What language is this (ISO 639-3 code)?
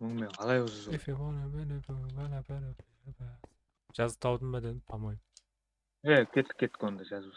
kaa